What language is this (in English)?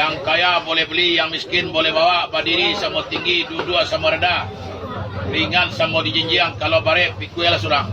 Minangkabau